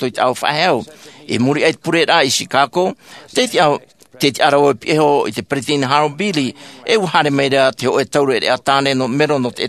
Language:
Tahitian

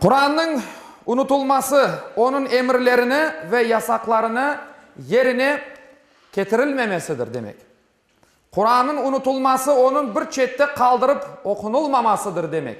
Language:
Crimean Tatar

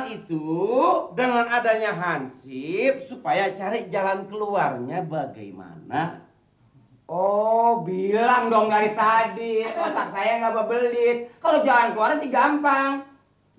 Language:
Betawi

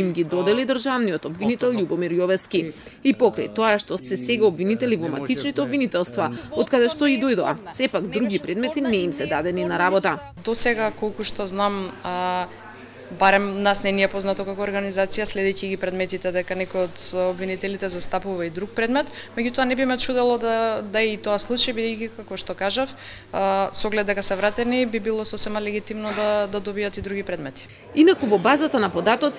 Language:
Macedonian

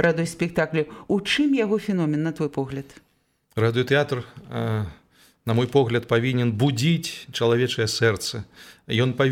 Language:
Belarusian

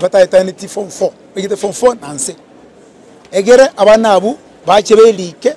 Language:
Gusii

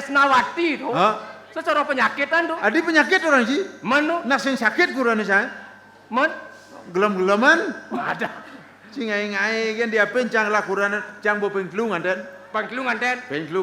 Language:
Balinese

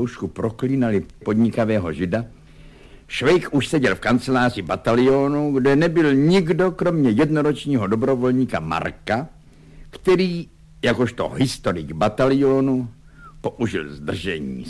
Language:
Czech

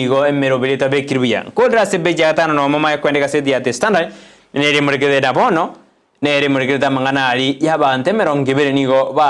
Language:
Gusii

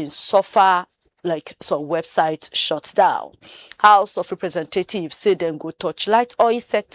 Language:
Nigerian Pidgin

